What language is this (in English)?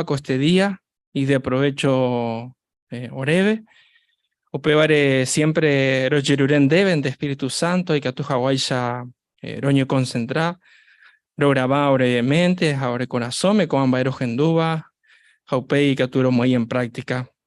Guarani